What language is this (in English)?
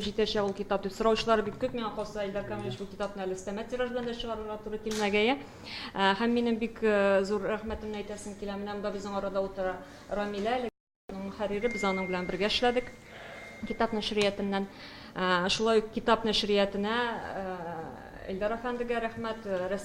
Tatar